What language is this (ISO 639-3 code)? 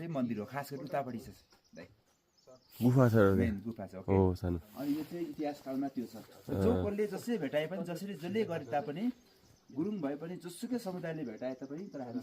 nep